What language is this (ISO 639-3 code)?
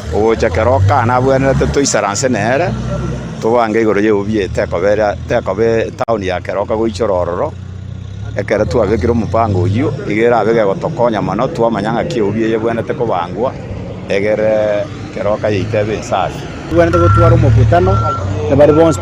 guz